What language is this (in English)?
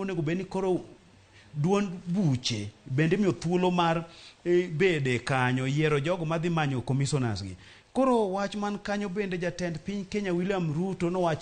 Luo (Kenya and Tanzania)